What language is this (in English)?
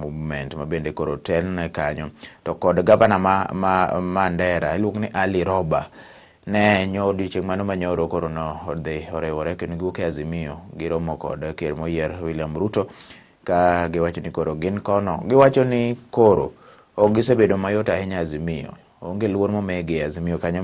Luo (Kenya and Tanzania)